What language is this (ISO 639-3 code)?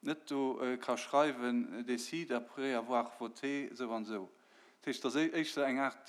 ltz